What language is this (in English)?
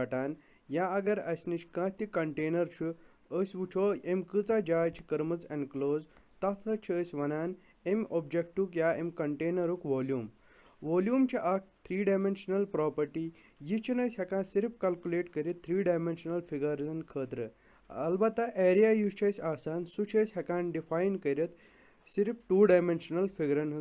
Kashmiri